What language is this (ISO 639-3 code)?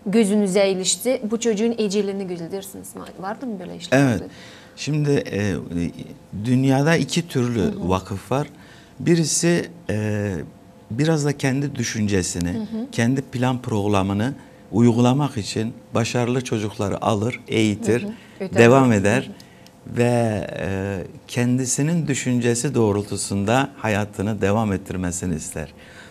gag